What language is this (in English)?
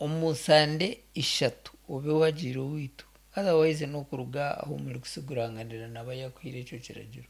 Nyankole